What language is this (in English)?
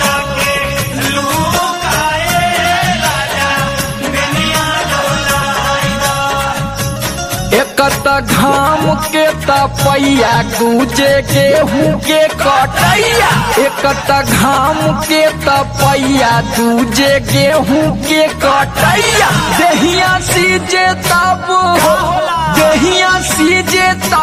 Bhojpuri